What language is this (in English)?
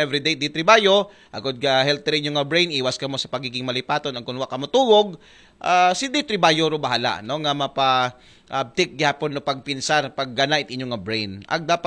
Aklanon